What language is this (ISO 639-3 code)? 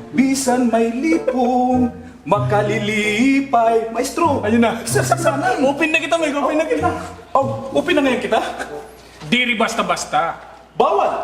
war